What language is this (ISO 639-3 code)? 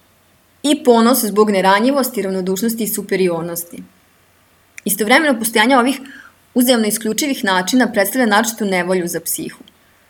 srp